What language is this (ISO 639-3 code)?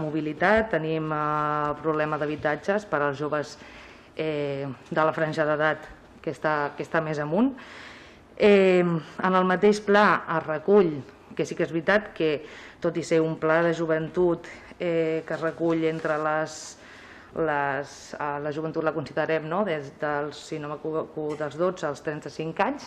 cat